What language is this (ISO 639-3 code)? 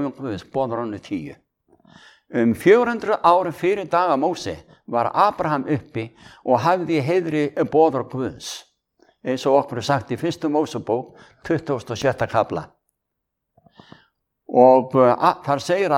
isl